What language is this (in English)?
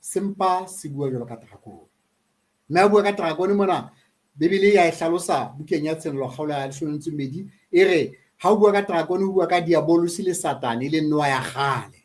Southern Sotho